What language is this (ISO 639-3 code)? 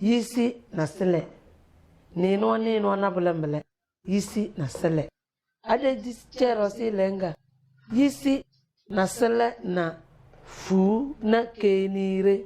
kdh